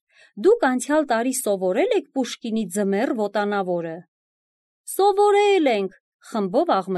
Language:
Armenian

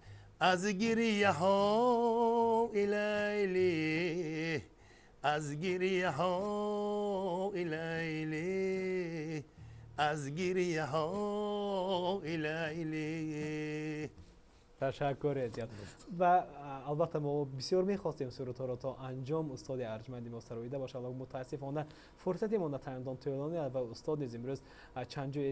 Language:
Tajik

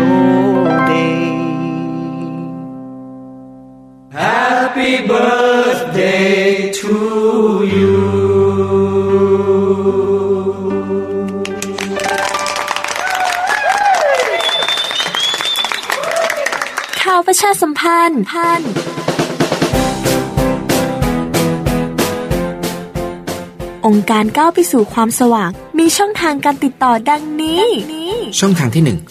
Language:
Thai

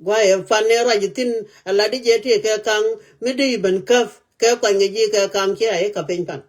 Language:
Nuer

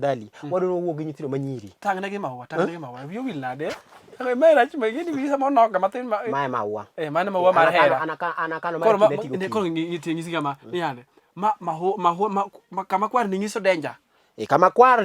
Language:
Luo (Kenya and Tanzania)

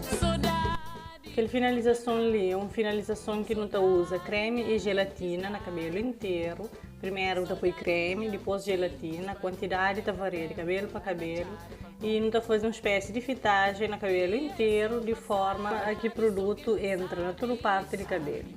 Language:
Kabuverdianu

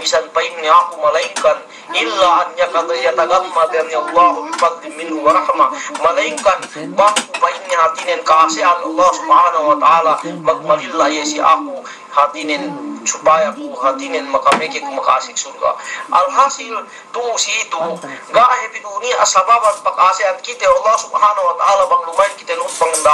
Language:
Yakan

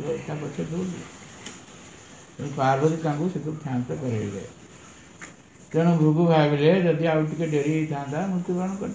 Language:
Odia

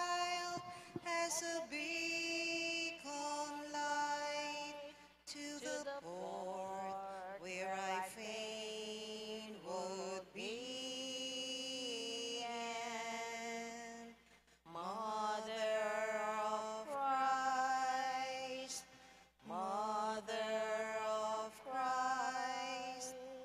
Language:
Pampanga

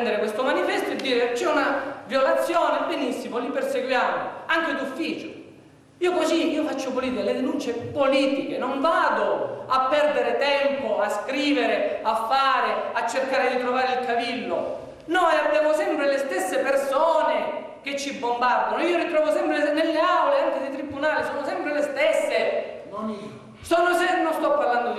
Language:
Italian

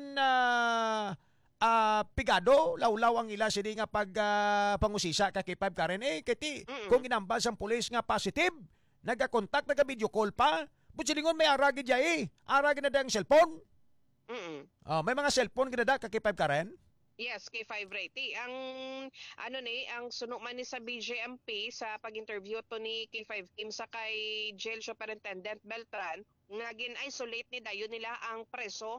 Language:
Hiligaynon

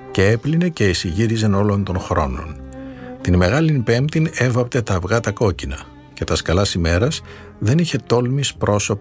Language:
Greek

